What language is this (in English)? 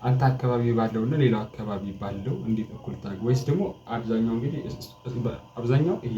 Amharic